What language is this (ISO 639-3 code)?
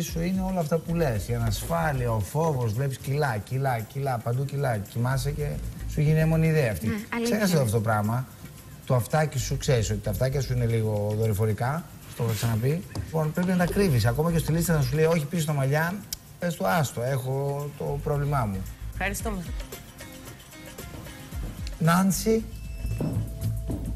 ell